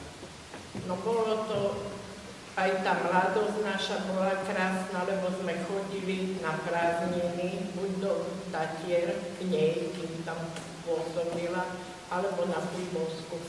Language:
Slovak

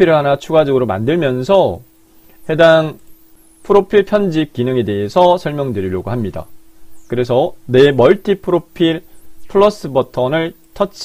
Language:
Korean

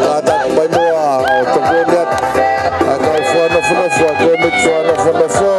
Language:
Tongan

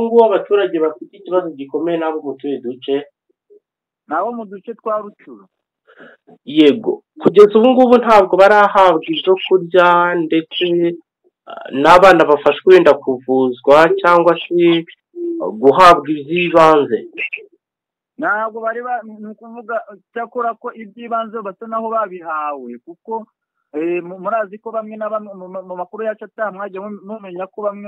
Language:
Kinyarwanda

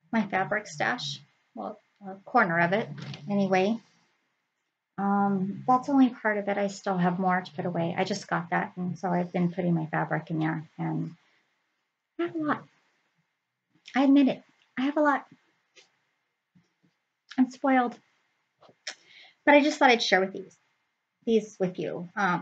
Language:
English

